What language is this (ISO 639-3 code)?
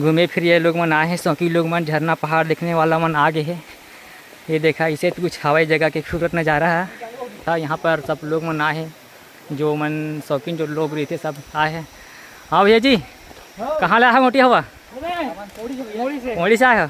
hne